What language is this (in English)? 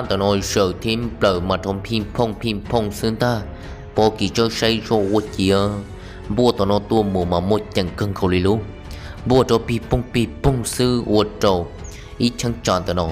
Hmong